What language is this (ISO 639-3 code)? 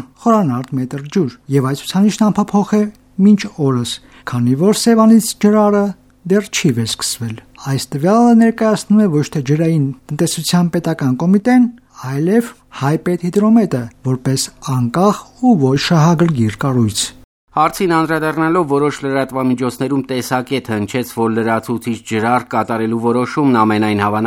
hye